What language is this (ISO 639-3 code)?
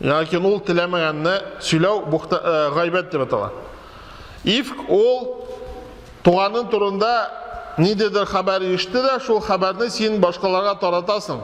tat